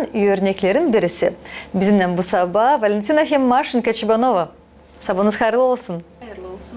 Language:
Gagauz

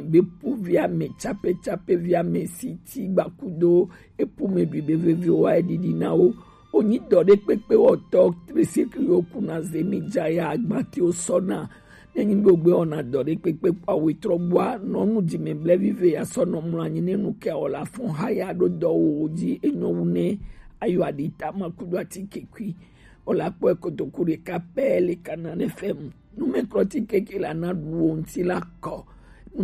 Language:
Gen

